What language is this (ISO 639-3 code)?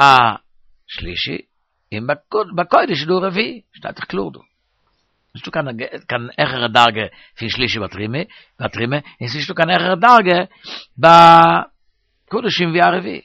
yid